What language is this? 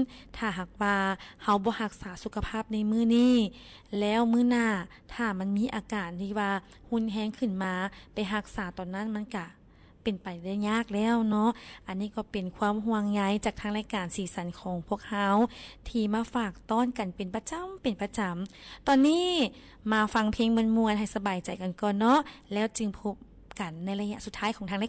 Lao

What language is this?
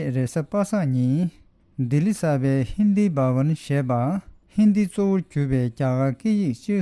Tibetan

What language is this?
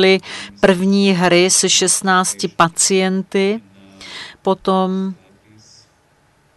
Czech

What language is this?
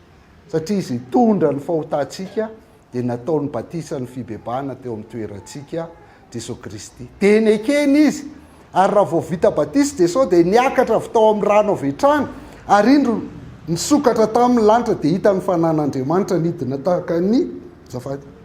Malagasy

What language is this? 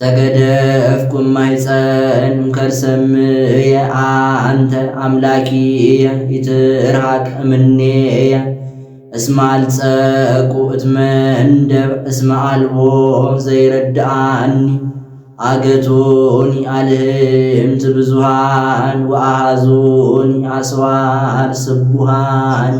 Geez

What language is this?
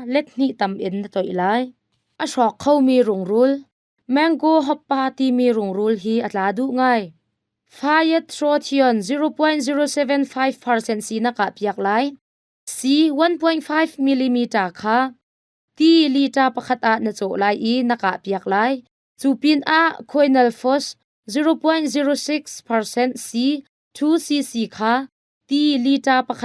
Hakha Chin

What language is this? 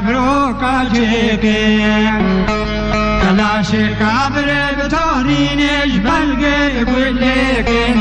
Kurdish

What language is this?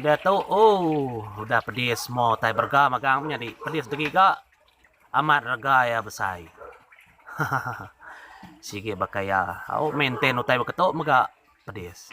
Iban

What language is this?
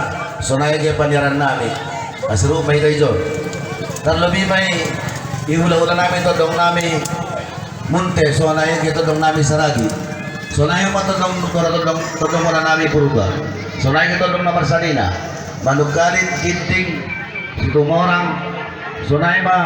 Batak Toba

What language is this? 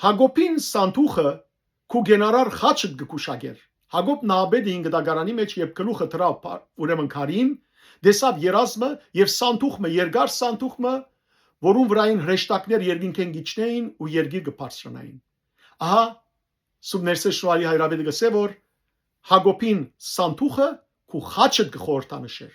Western Armenian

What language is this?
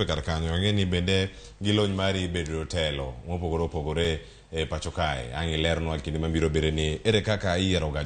Luo (Kenya and Tanzania)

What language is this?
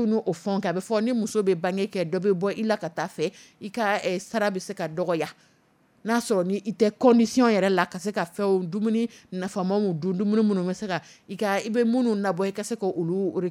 Dyula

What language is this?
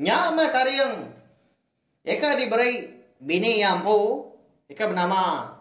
Iban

